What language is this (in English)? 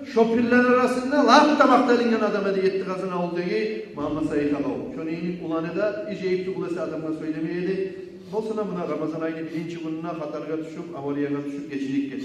Kumyk